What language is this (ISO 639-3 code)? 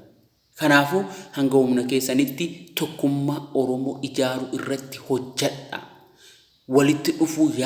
orm